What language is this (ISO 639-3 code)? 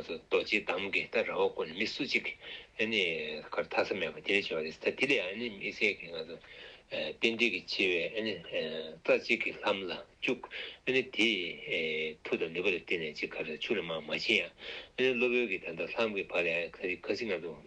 bod